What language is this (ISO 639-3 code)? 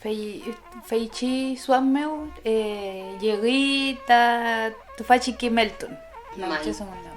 arn